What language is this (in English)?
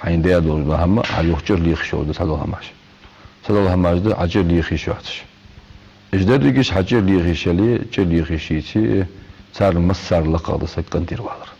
Ingush